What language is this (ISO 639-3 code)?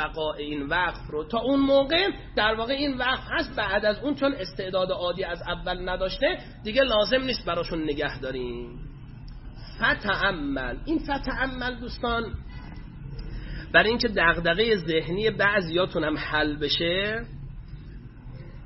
fas